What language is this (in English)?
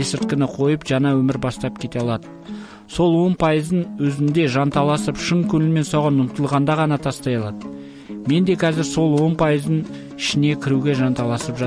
Kazakh